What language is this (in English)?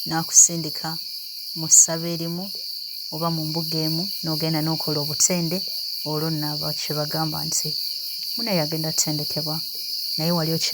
Ganda